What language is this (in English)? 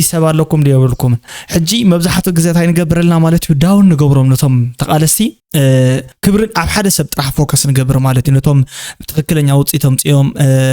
Tigrinya